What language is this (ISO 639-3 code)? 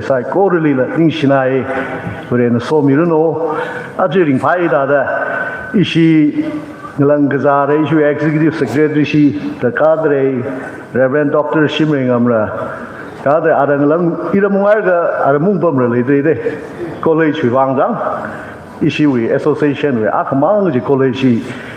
nmf